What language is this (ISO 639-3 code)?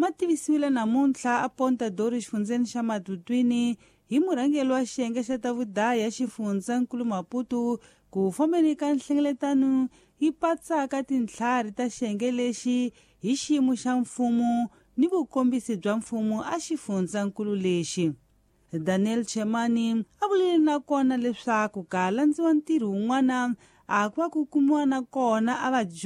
tso